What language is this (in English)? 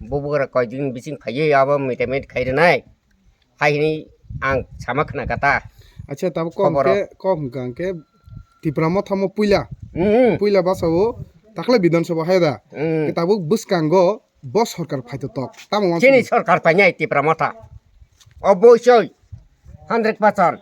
Kok Borok